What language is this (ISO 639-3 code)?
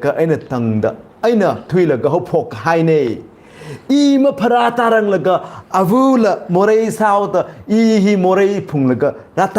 nmf